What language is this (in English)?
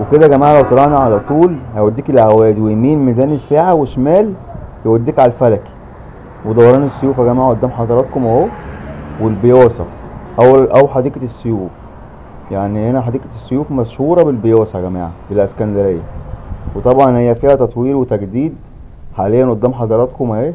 Egyptian Arabic